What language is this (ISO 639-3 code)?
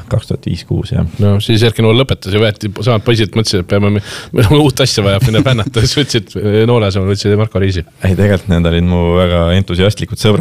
est